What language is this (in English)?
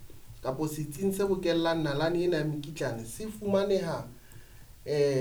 Southern Sotho